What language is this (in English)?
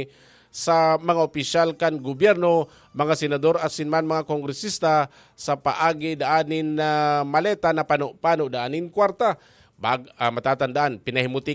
Bikol